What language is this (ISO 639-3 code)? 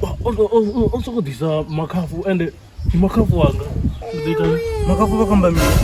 ven